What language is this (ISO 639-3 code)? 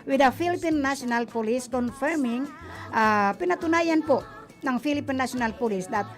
bik